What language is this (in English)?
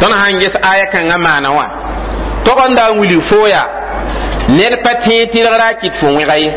Mossi